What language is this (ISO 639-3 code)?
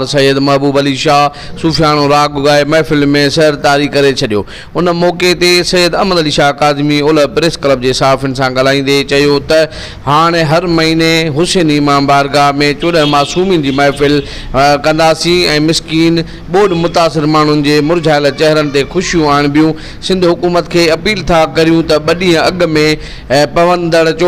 snd